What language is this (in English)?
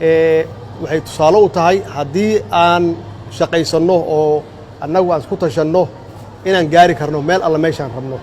Somali